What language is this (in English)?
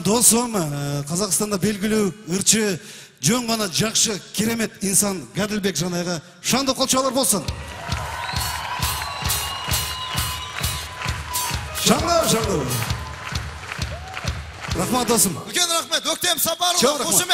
Kazakh